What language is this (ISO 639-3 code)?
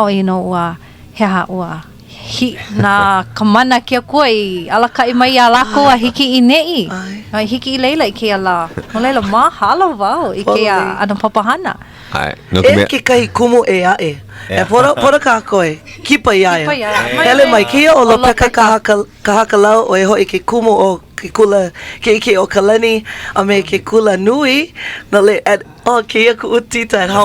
haw